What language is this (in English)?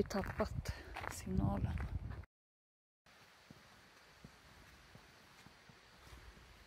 Swedish